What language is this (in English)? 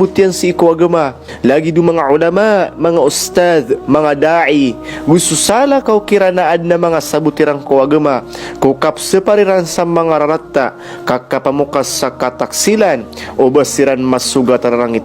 Maranao